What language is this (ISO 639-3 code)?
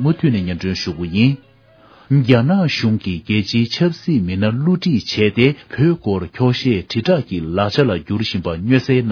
bod